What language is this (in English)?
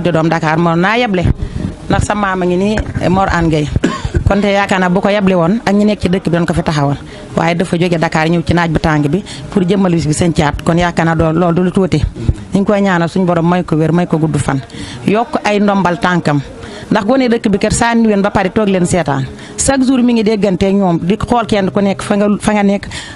Wolof